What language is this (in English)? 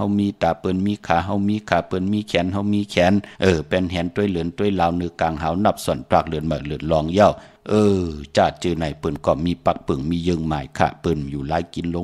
Shan